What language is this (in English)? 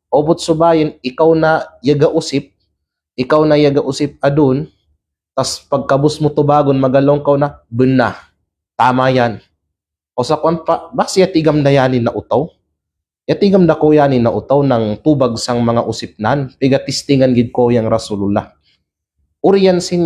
Kalagan